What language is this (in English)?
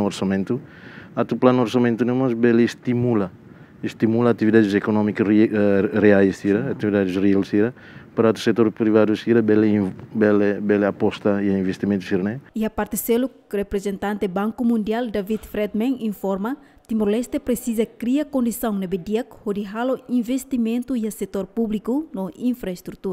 Tetum